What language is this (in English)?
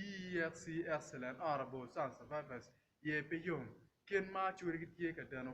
Acoli